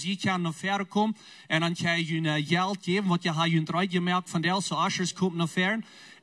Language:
Plautdietsch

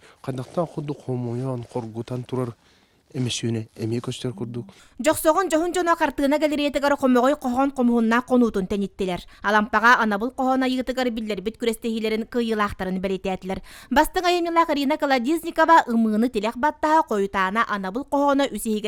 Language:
Yakut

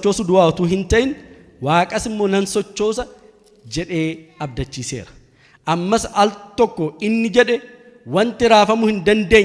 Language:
Oromo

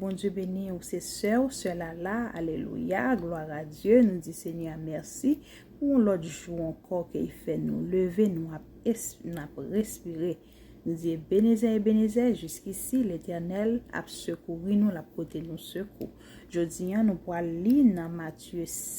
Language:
Haitian Creole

